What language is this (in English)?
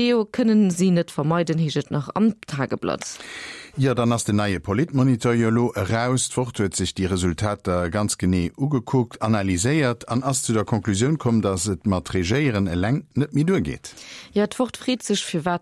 Luxembourgish